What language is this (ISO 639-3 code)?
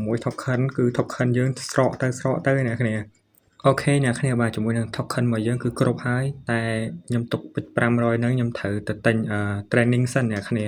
khm